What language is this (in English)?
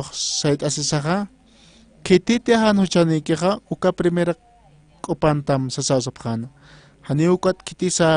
Aymara